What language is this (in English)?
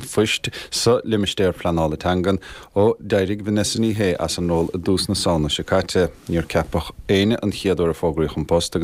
Irish